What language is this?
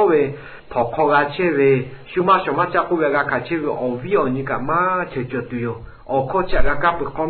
Lahu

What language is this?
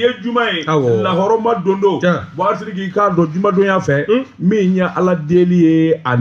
Bambara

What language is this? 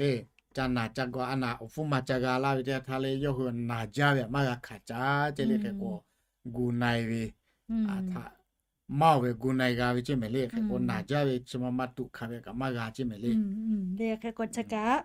Lahu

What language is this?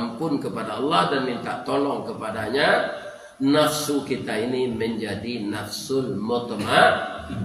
Minangkabau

